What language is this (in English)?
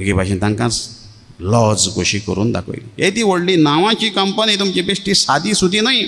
Konkani